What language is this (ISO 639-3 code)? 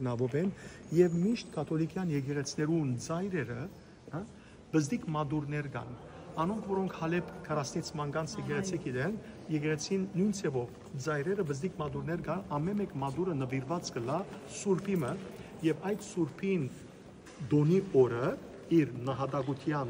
hyw